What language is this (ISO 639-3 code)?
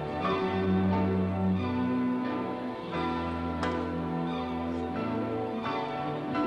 hun